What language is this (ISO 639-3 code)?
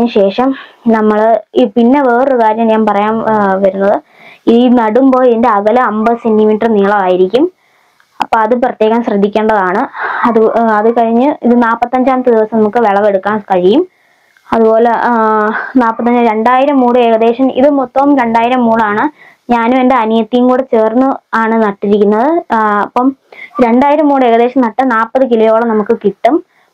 mal